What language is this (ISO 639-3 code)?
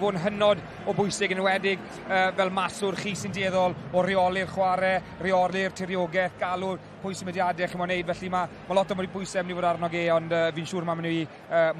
cym